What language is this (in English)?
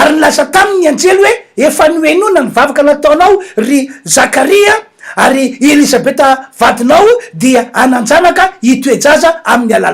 Malagasy